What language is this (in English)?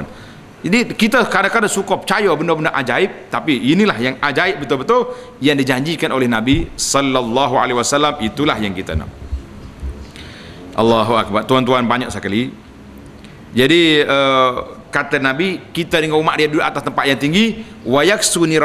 Malay